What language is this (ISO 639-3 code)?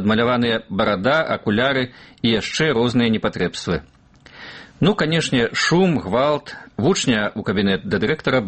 bel